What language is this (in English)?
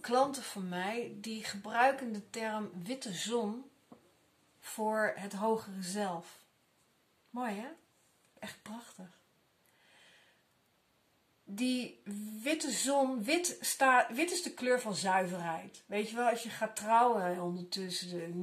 Dutch